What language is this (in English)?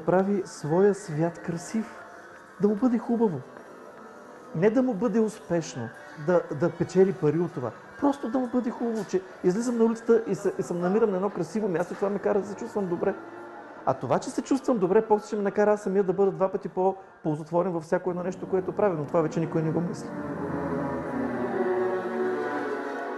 Bulgarian